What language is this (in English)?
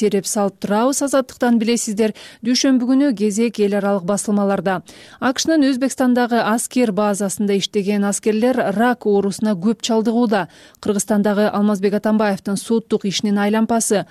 Kyrgyz